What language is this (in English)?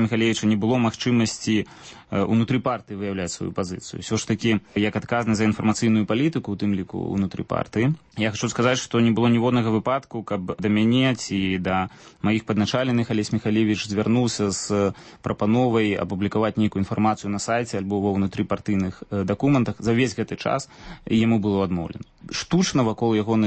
Belarusian